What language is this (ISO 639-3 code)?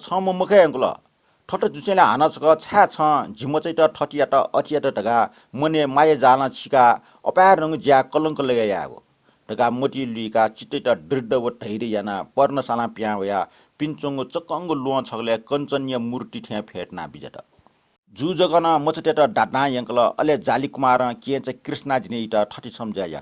new